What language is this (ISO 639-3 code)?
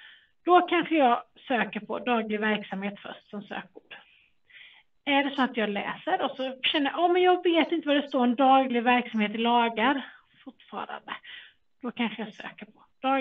swe